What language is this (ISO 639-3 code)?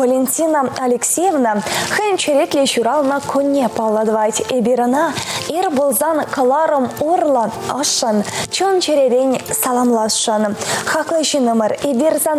chv